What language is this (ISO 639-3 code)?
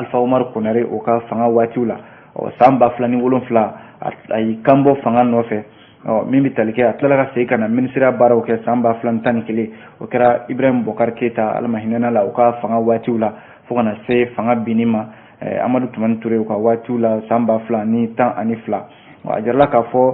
bam